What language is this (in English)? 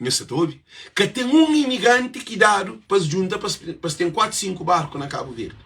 Kabuverdianu